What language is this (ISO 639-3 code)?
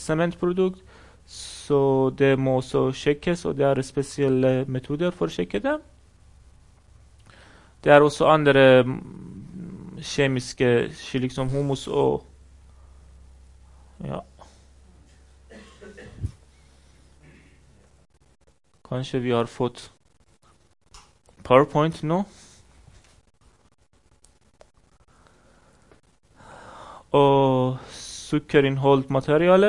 nor